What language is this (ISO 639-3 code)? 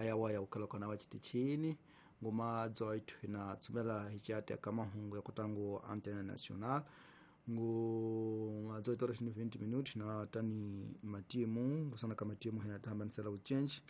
tso